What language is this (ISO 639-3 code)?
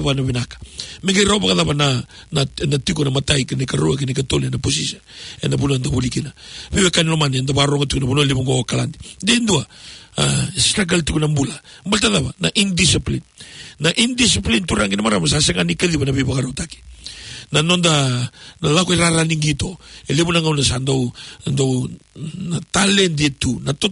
fij